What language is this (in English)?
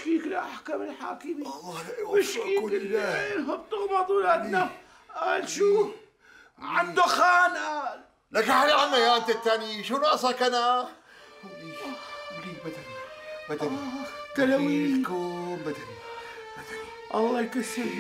North Levantine Arabic